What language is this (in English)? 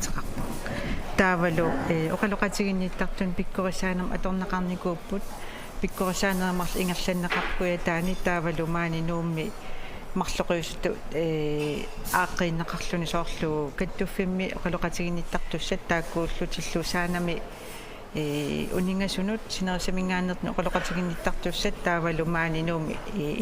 Kalaallisut